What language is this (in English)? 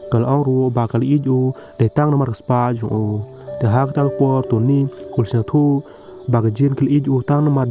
Khasi